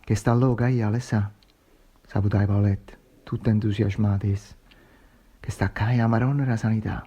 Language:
Neapolitan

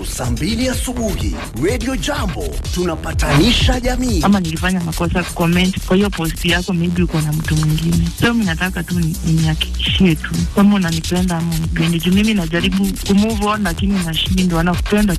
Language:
Swahili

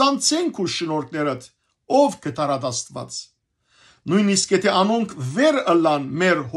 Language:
Western Armenian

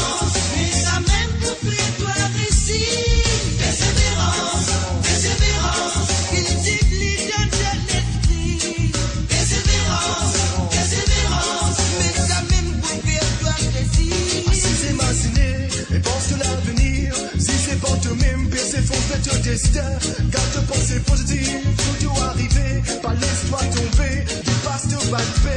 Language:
Morisyen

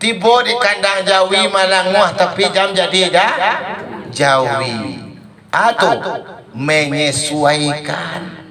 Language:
Minangkabau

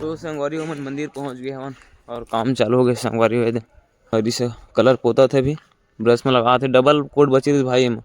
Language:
Chhattisgarhi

